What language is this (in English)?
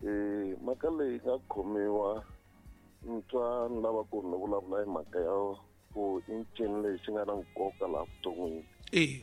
Tsonga